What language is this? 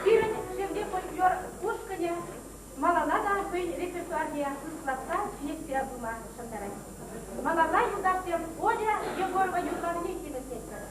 Chuvash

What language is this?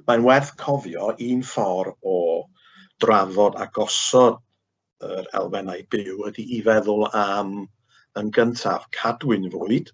Welsh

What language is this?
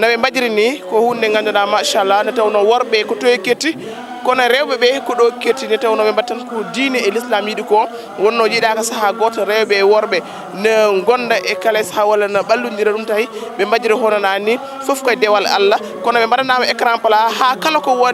Fula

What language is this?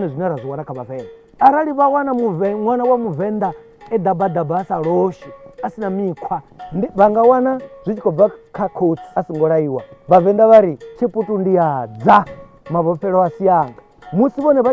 Venda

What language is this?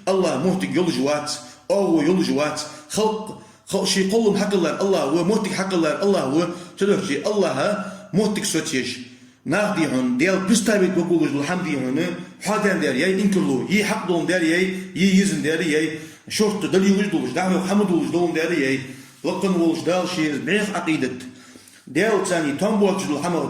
Ingush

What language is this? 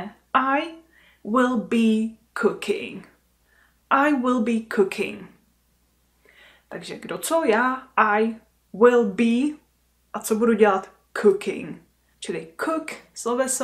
Czech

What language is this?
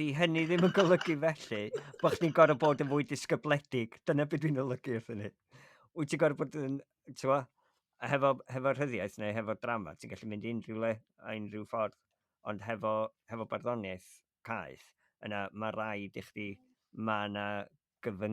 Welsh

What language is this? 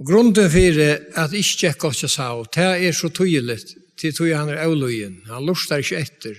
Faroese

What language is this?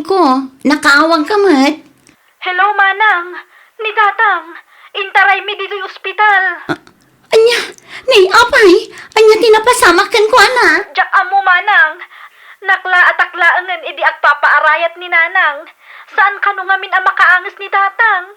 Iloko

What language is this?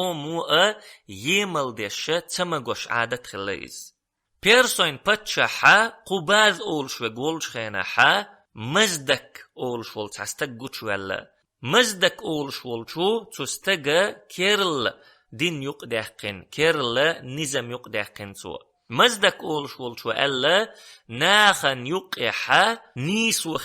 Chechen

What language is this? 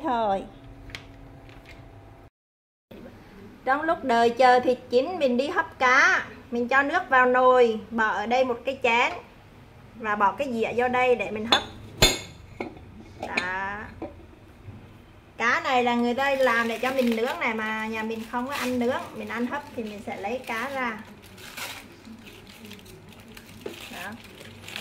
Vietnamese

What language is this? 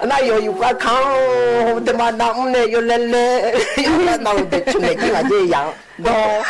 Akha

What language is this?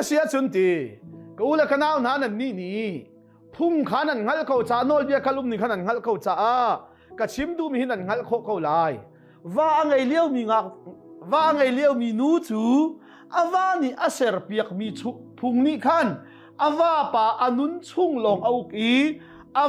Hakha Chin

